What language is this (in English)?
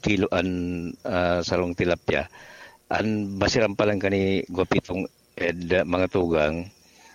Bikol